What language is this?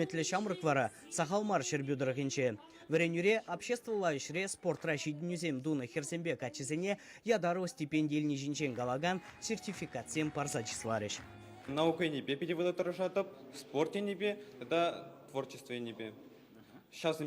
Chuvash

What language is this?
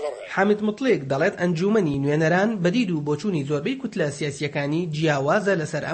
Central Kurdish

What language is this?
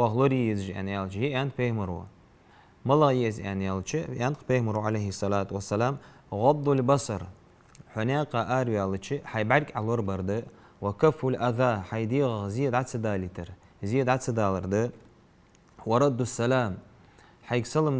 Ingush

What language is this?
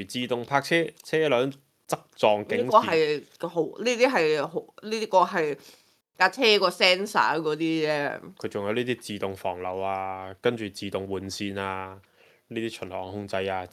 Cantonese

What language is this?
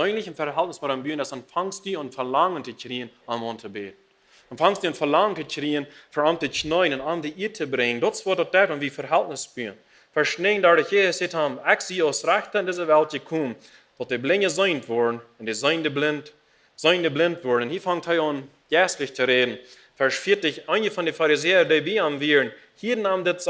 Plautdietsch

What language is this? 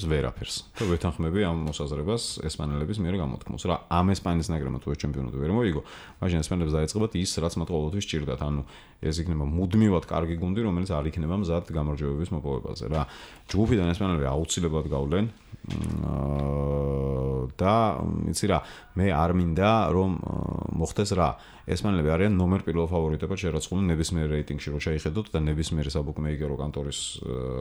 Georgian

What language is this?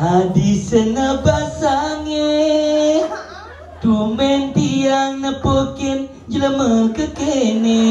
Balinese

